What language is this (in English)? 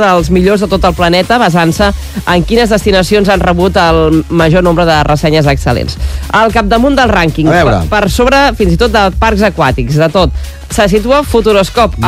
Catalan